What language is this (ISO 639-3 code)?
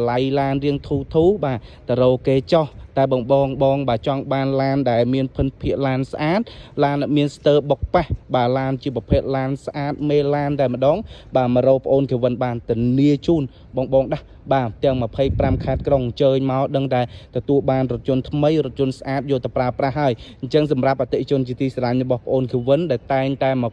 khm